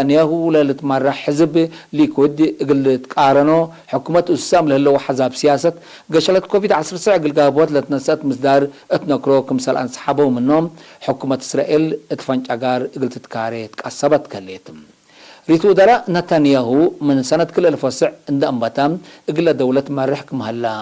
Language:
Tigre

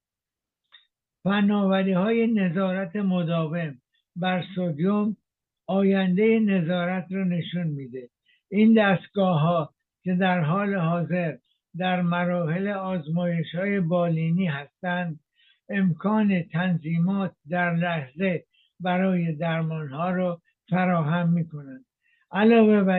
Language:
Persian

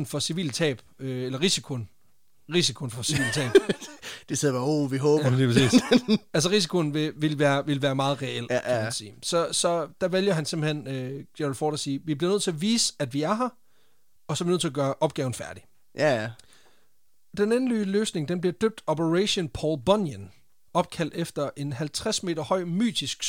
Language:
Danish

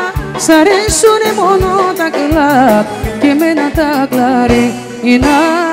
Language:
Greek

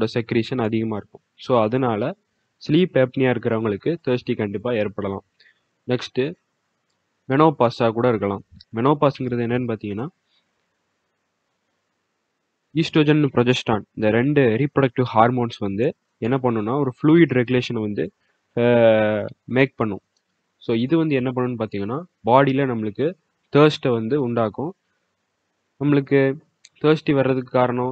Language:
Tamil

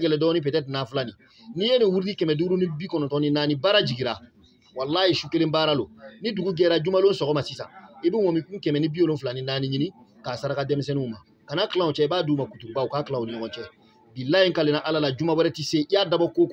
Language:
Bambara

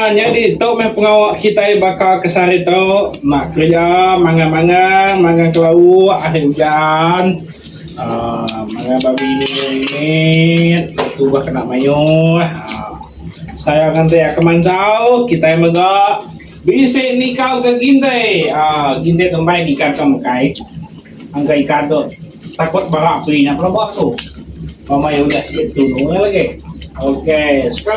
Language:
Iban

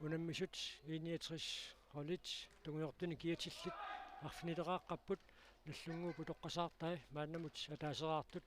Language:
Kalaallisut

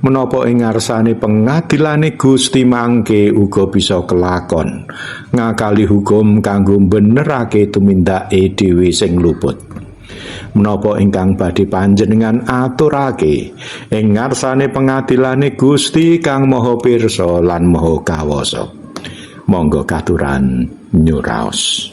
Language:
Javanese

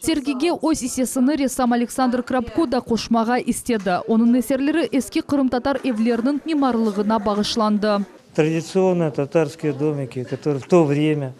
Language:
Crimean Tatar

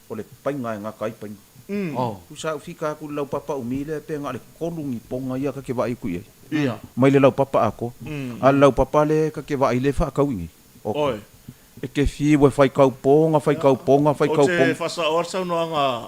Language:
Samoan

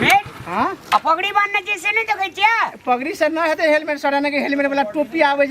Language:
Maithili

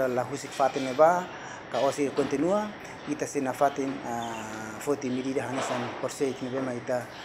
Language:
Tetum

